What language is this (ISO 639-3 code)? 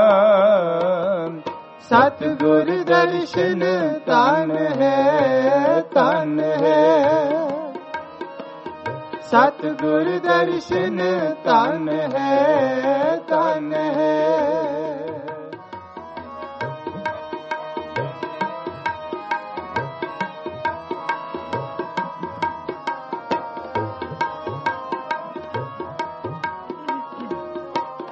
pan